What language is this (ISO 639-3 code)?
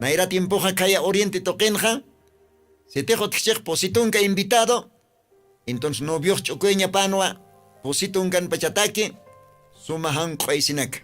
aym